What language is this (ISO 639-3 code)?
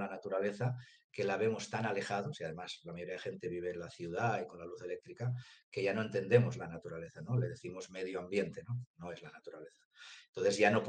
spa